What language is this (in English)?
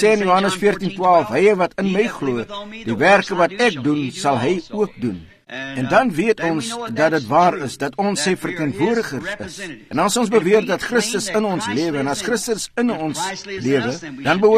Afrikaans